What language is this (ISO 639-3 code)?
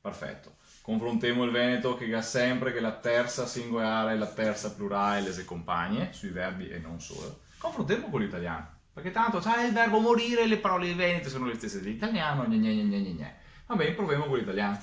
vec